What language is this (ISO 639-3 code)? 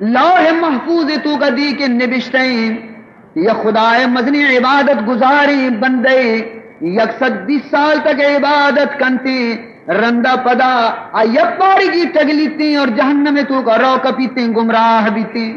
bal